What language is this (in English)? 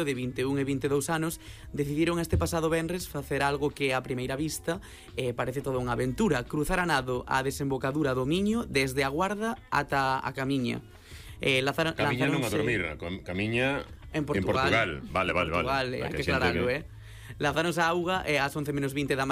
Galician